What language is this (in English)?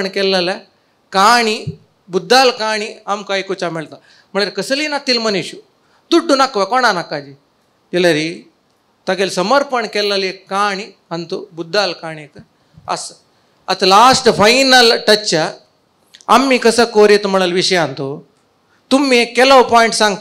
Konkani